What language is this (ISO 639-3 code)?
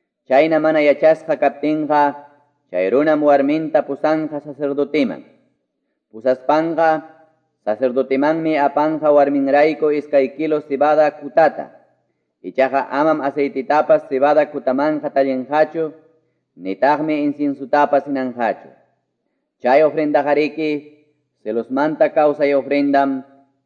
que